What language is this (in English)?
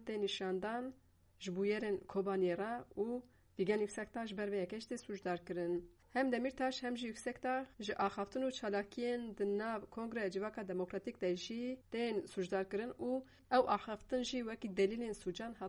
Kurdish